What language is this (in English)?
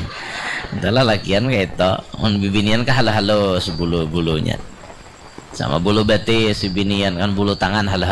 Banjar